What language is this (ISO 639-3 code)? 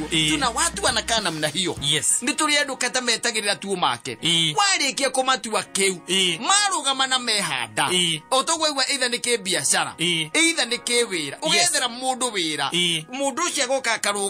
kik